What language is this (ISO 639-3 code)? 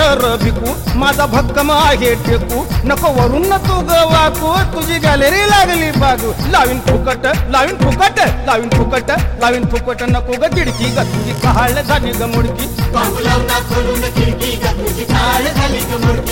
mar